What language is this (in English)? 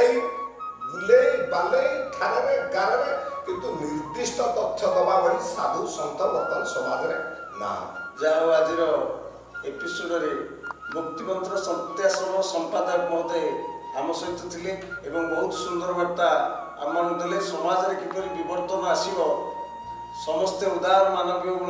Odia